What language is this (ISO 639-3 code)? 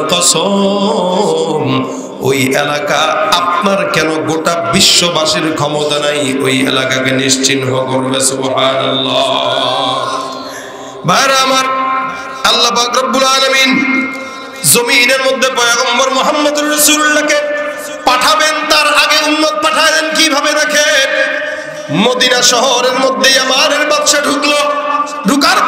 ben